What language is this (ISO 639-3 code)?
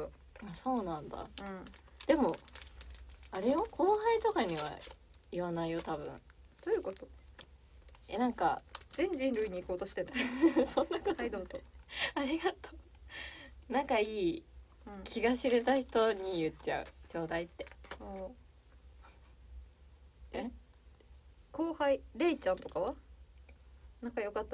jpn